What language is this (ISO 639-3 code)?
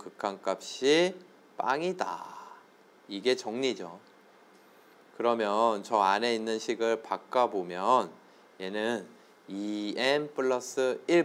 kor